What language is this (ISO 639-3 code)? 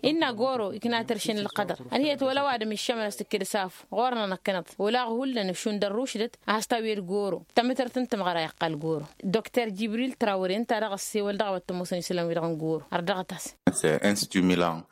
taq